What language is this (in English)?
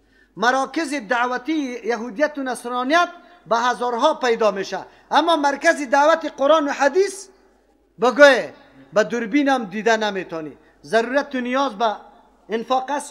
Persian